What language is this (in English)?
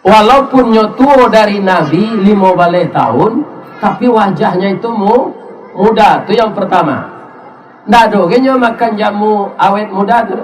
Minangkabau